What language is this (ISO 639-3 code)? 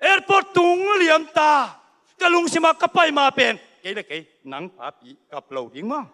ctd